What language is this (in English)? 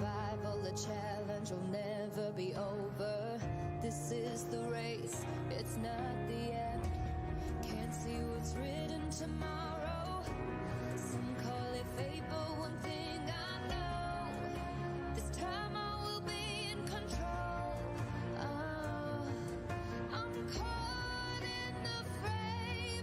Kara-Kalpak